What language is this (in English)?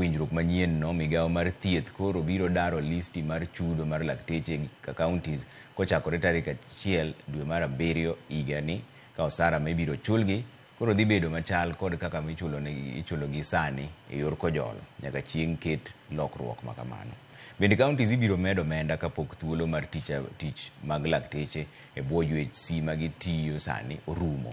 Luo (Kenya and Tanzania)